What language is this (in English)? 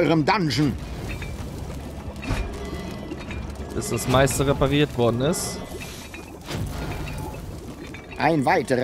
German